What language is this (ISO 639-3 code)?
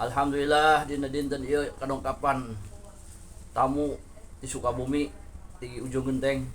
sun